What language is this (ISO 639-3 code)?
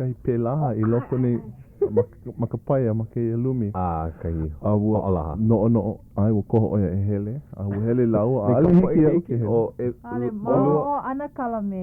haw